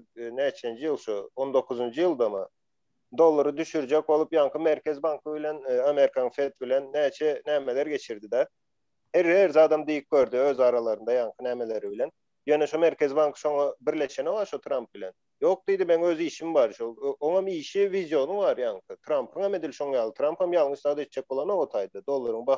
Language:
Turkmen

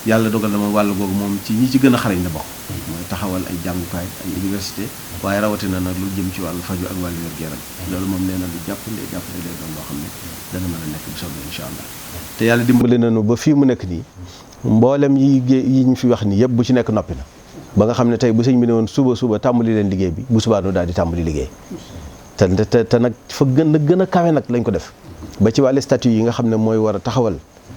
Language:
Wolof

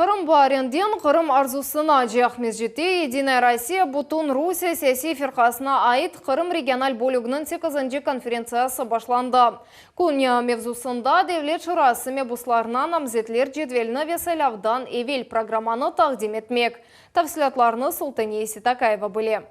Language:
Crimean Tatar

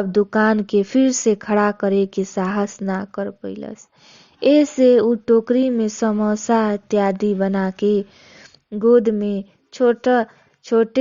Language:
Bhojpuri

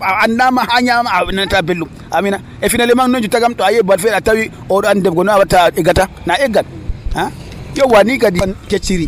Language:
Nigerian Fulfulde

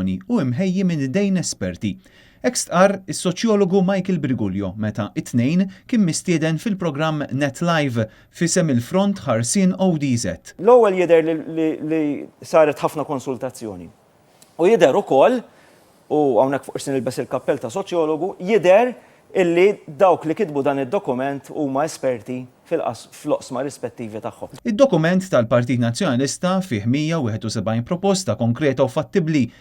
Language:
Maltese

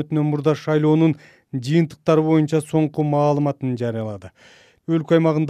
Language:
Kyrgyz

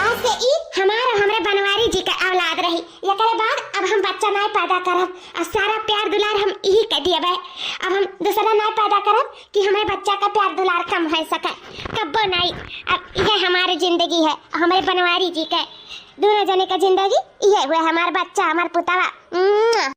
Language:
Awadhi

